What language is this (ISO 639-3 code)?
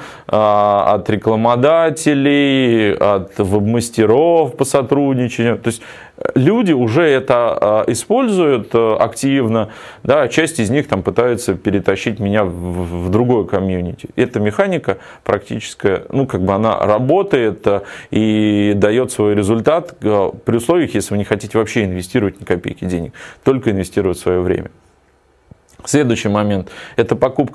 rus